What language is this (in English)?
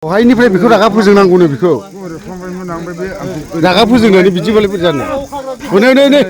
Bodo